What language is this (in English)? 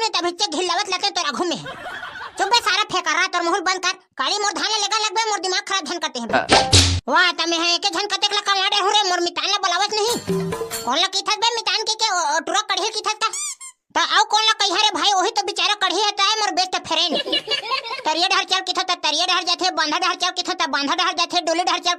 Chhattisgarhi